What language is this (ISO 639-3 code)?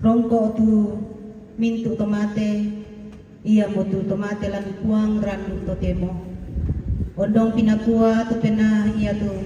sda